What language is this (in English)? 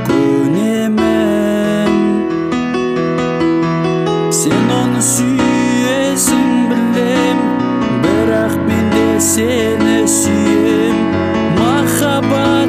Kazakh